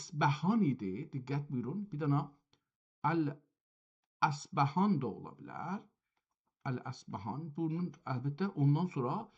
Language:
South Azerbaijani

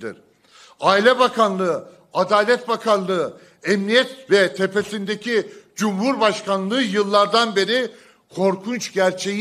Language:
Turkish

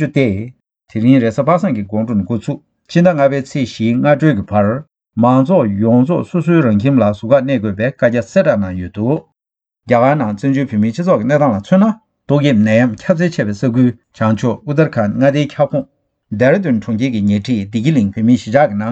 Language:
Tibetan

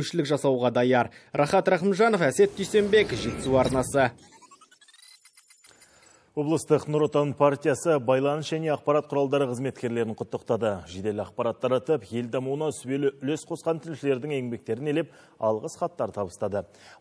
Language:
Kazakh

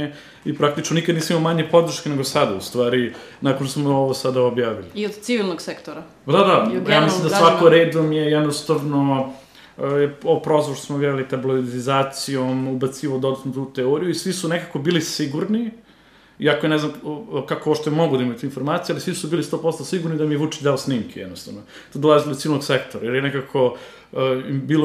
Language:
Serbian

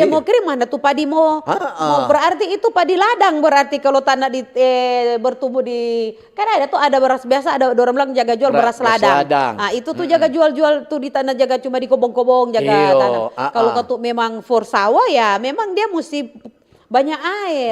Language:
Manado Malay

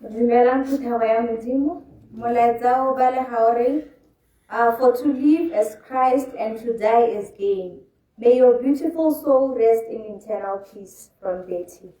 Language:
Tswana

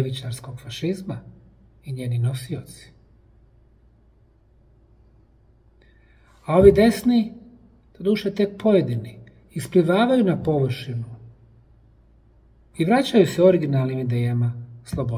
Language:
Bosnian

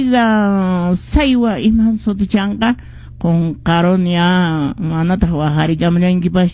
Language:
Quechua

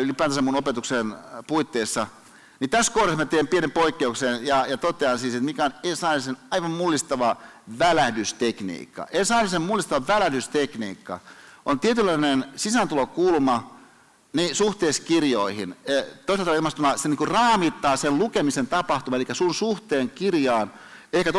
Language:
Finnish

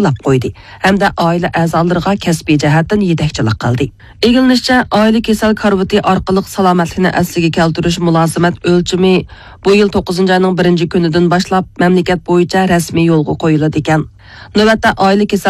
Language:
Uyghur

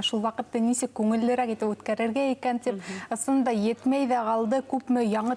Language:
Bashkir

